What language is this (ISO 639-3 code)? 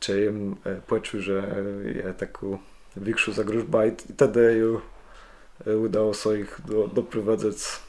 csb